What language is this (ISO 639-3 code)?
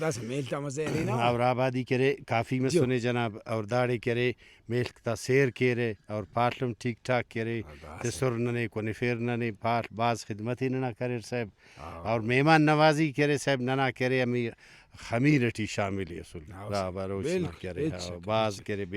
brh